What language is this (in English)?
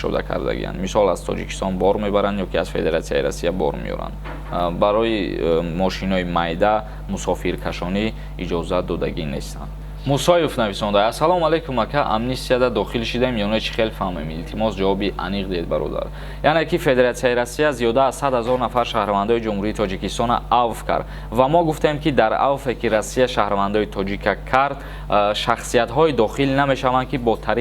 Tajik